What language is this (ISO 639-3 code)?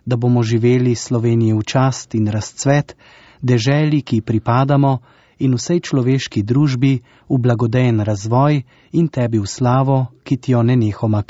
slv